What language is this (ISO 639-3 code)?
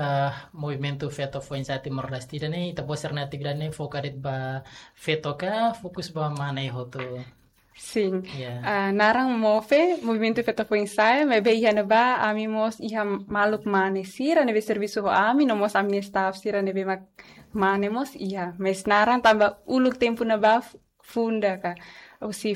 tet